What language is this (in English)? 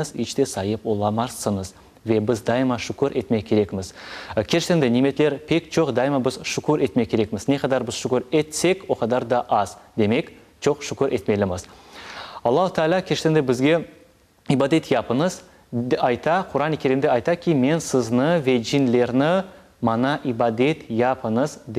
Crimean Tatar